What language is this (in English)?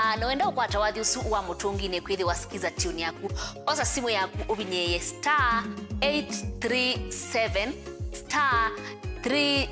Kamba